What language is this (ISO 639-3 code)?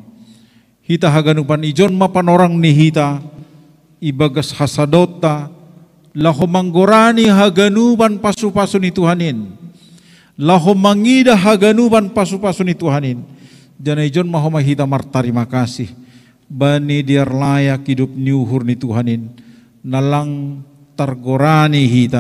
bts